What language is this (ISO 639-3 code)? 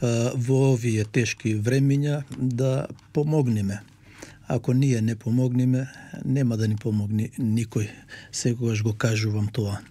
mkd